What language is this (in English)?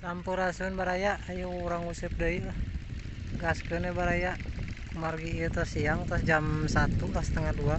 Sundanese